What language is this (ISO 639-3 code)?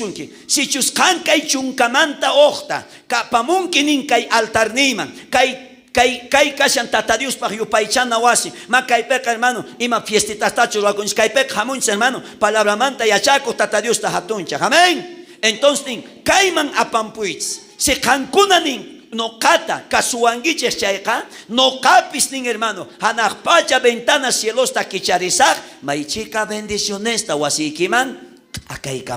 quh